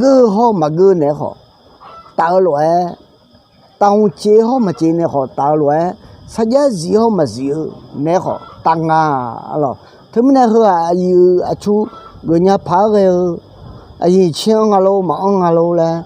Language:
Akha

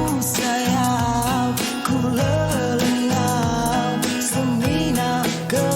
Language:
Iban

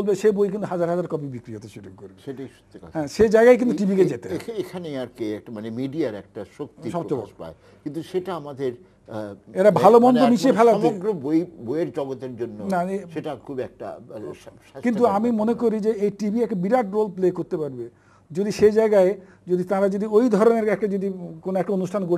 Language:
Bangla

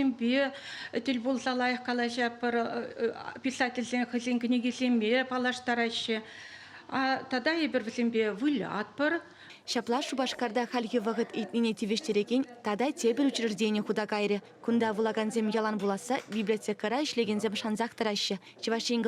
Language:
Chuvash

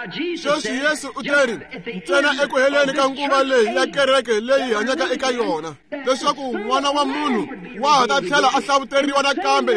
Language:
Tsonga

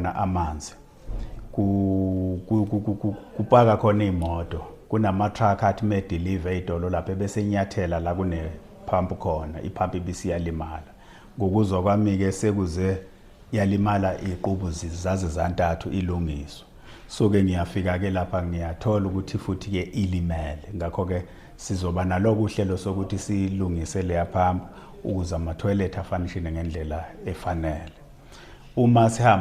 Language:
Zulu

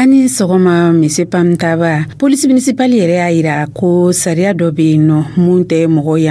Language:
Dyula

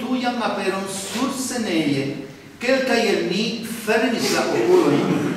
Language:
Esperanto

